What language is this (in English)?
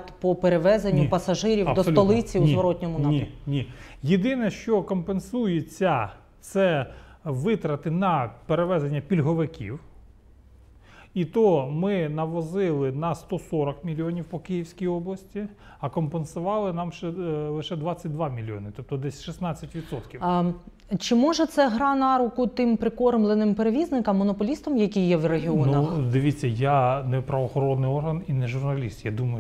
Ukrainian